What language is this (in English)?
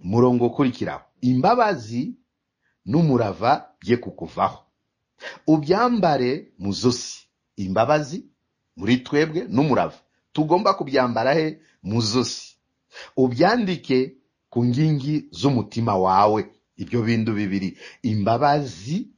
Kinyarwanda